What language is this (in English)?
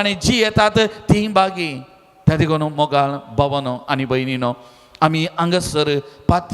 Konkani